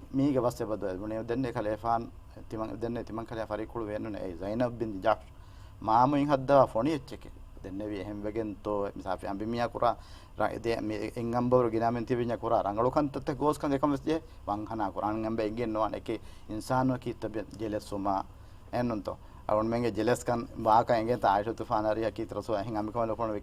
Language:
Divehi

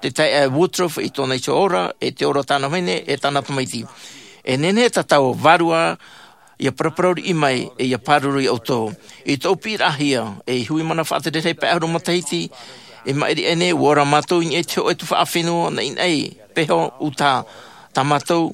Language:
Tahitian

